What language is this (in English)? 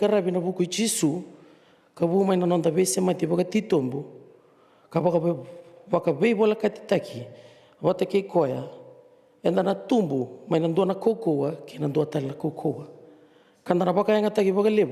Fijian